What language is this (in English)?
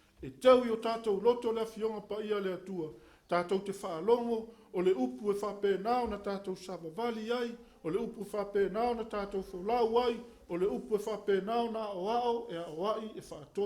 Samoan